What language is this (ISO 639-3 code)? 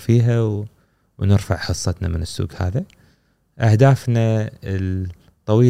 afb